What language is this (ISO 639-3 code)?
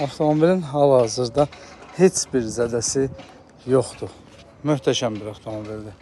aze